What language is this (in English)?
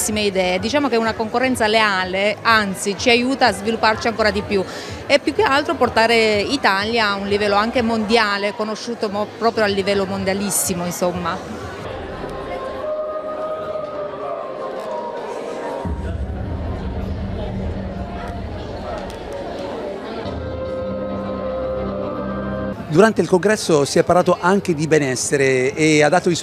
Italian